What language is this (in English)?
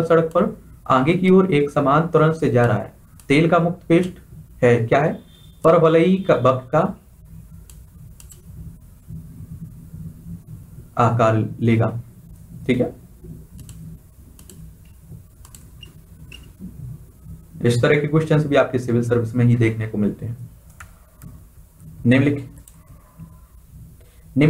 Hindi